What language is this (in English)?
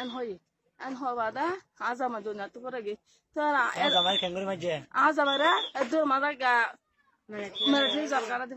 Rohingya